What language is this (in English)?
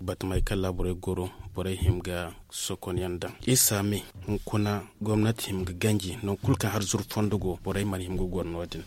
Zarma